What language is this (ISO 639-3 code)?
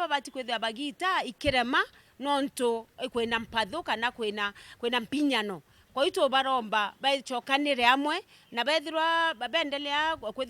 mer